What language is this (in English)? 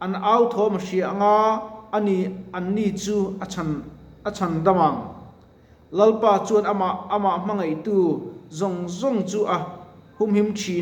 Mizo